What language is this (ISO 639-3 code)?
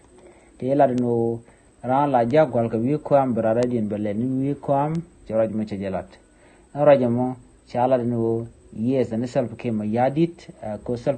nus